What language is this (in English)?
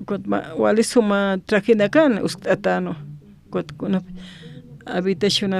Aymara